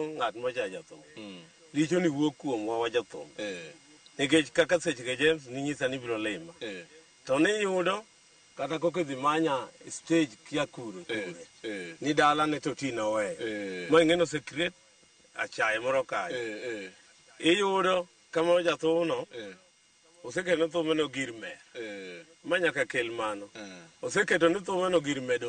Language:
Luo (Kenya and Tanzania)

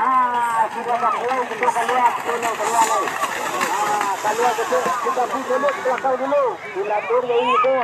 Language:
Minangkabau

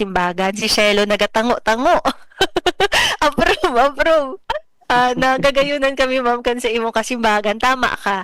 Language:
Bikol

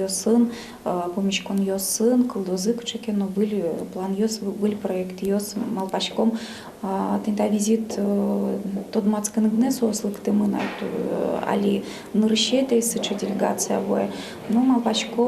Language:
Udmurt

